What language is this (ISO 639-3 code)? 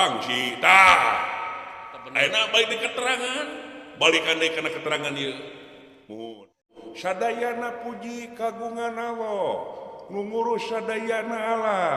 sun